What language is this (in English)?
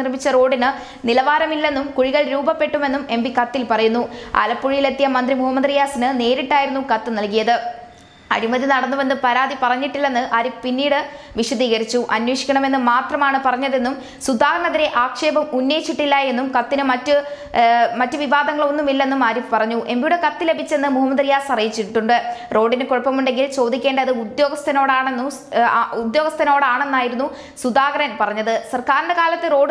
Malayalam